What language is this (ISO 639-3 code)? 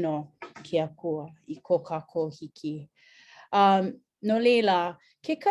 haw